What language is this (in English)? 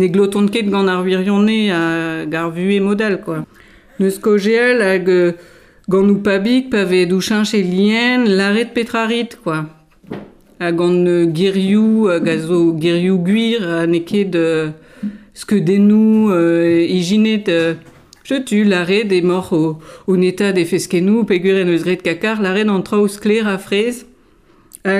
Breton